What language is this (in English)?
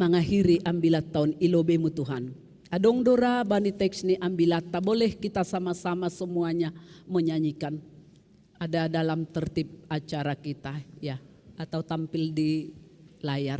Batak Simalungun